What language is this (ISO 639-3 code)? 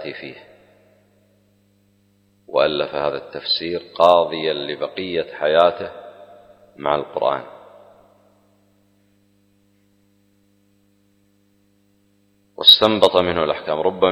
ara